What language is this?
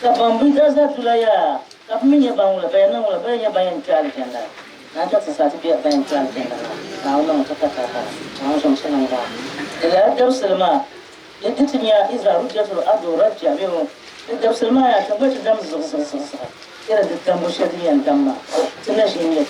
Dagbani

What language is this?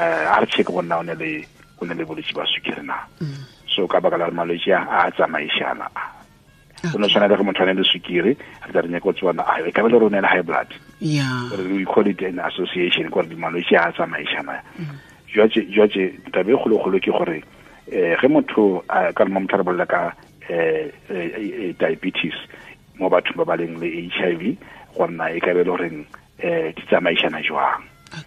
Tswana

